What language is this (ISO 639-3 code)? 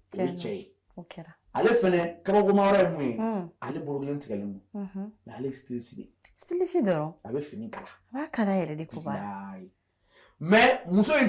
bam